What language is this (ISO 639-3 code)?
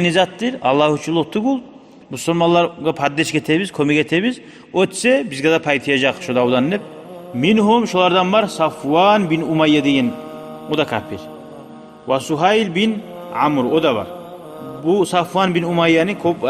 kum